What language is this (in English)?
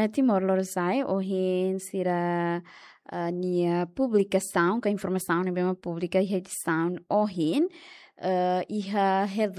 Tetum